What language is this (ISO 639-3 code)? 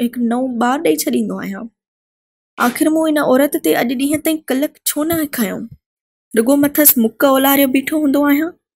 snd